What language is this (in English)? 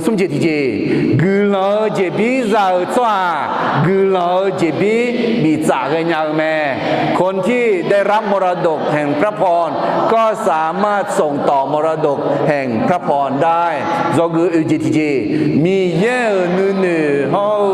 Akha